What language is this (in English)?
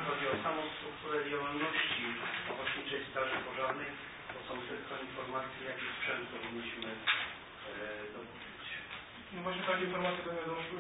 Polish